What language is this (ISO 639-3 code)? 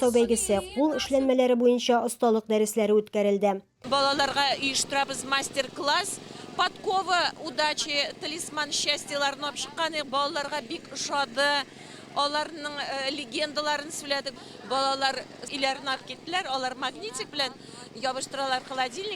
tat